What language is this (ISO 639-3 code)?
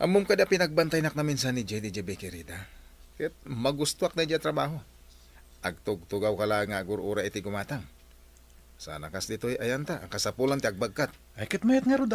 ilo